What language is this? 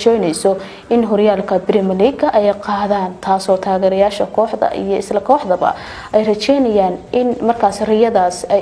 Somali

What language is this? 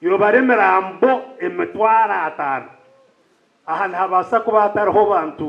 Nyankole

